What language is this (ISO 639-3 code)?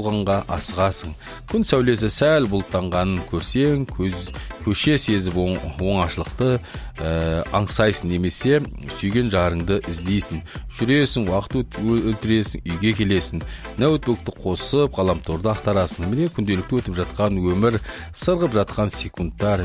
kaz